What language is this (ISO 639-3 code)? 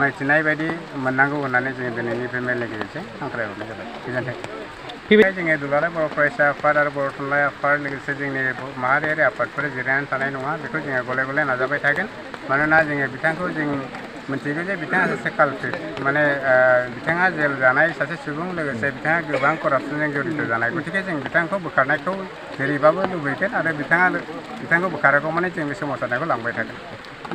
brx